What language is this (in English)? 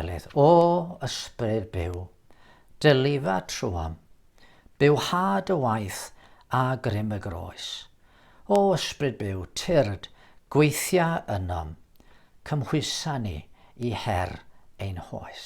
Welsh